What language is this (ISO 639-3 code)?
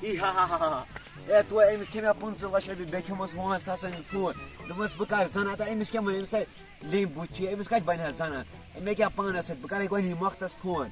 kas